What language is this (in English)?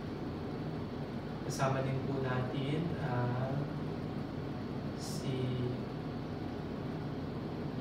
Filipino